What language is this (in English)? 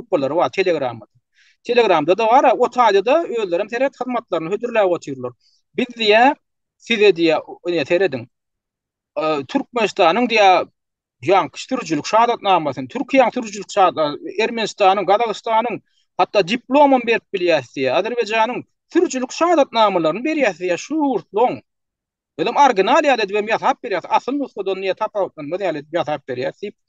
Turkmen